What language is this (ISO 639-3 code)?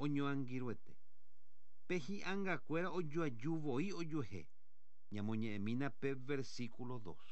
grn